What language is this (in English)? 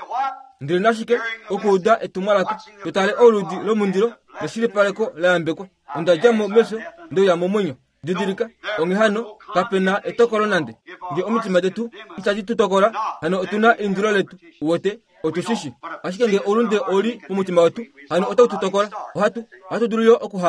Kuanyama